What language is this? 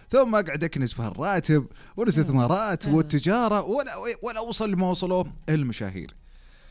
Najdi Arabic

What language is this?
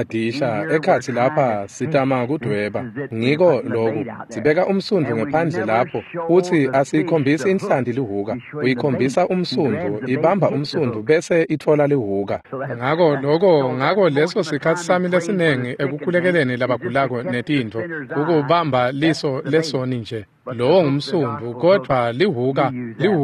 Swati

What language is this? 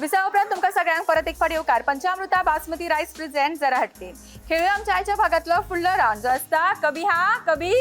Konkani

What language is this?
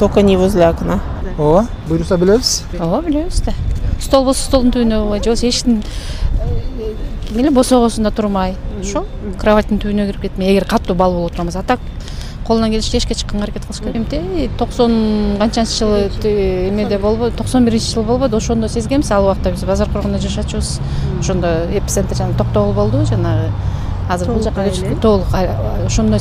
Kyrgyz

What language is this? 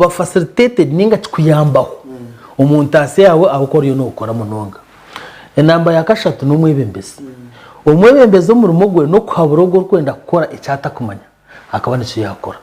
Nyankole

